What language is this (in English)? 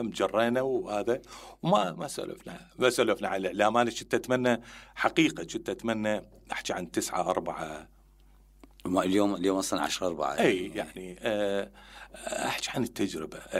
Mesopotamian Arabic